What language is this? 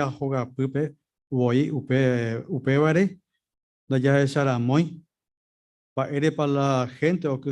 Guarani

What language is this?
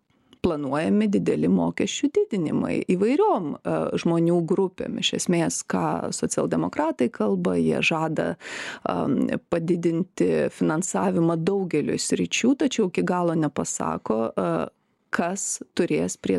Lithuanian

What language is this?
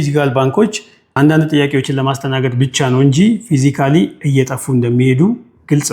Amharic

